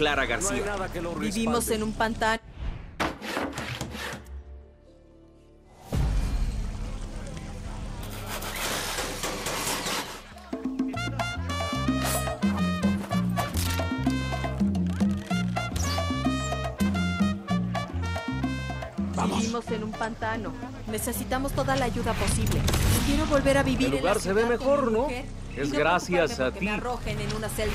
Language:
Spanish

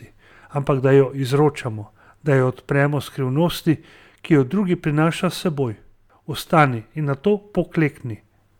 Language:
Slovenian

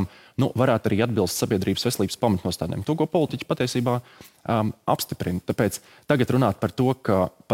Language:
Latvian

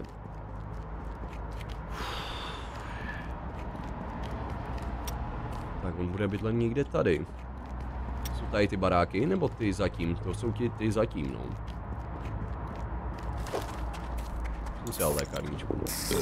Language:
Czech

